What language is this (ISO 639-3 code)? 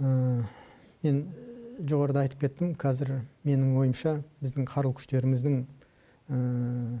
kaz